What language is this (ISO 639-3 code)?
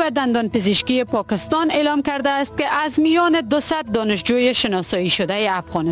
fas